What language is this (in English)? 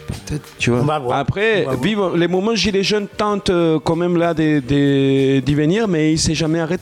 French